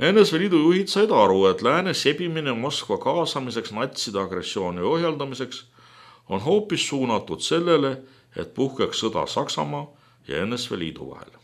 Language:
Estonian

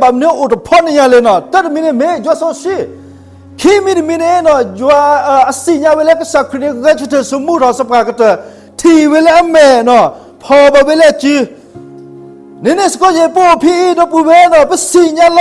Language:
S'gaw Karen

